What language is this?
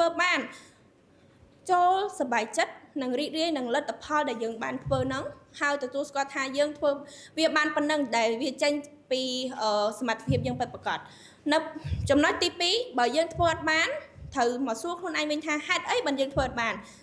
Khmer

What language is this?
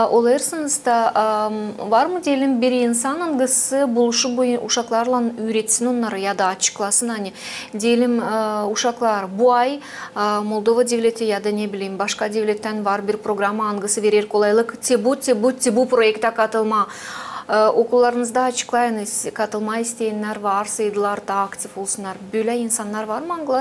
Gagauz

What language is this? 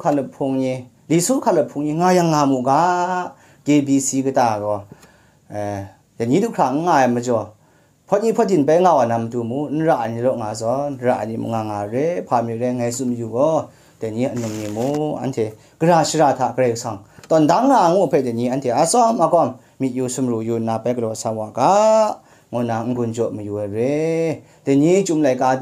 Kachin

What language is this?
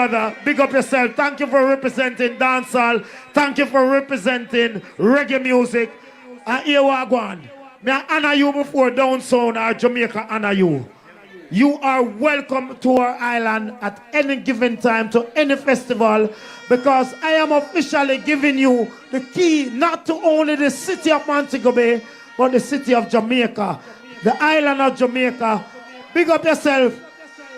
Jamaican Creole English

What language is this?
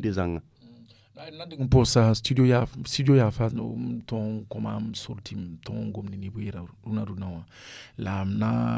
Mossi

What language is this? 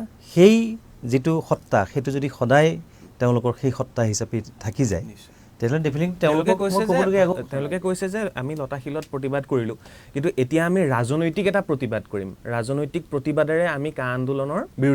Assamese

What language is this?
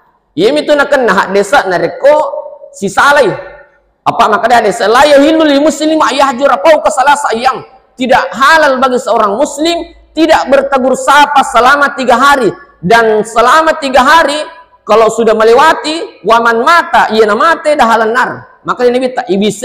Buginese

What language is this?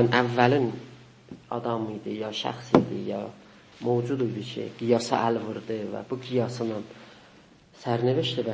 South Azerbaijani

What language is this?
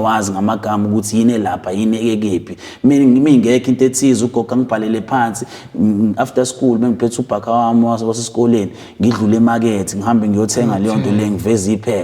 Zulu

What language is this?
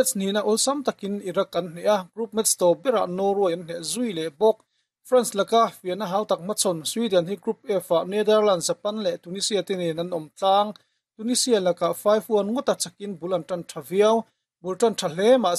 Mizo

